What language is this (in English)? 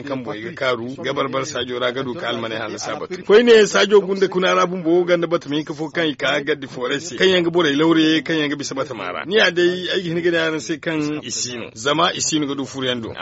Zarma